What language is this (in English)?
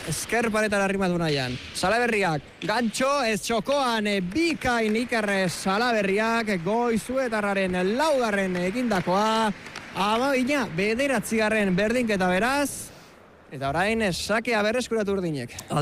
Basque